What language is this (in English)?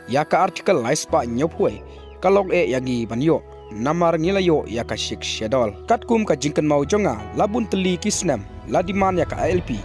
Khasi